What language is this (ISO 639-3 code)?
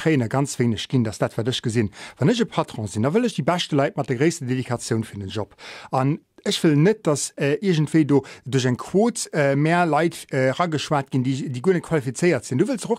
ltz